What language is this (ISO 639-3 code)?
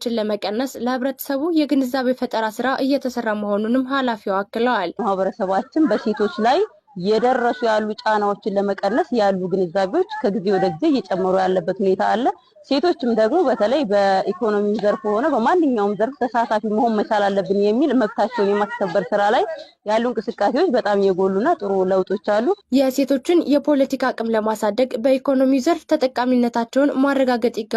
amh